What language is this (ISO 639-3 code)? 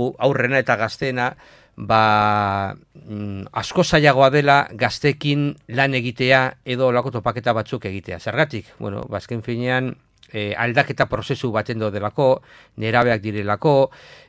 eus